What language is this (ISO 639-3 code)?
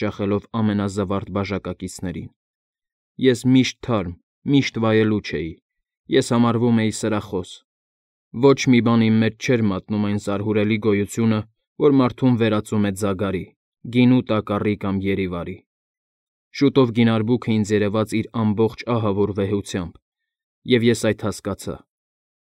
hye